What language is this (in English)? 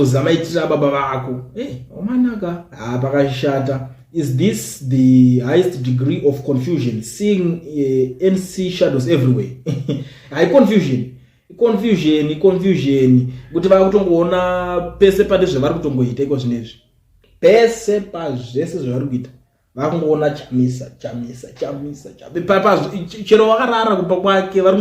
Shona